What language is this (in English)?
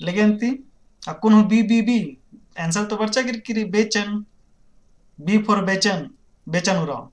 Kurukh